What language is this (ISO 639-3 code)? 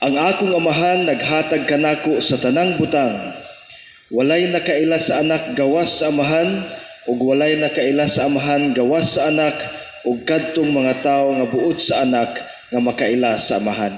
ceb